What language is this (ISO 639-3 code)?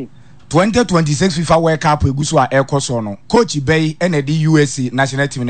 aka